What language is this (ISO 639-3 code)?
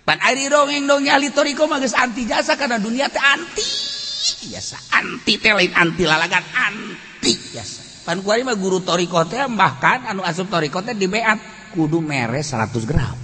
sun